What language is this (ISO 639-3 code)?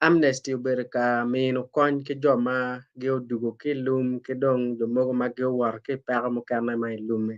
ach